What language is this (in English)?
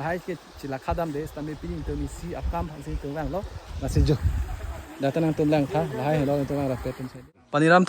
Karbi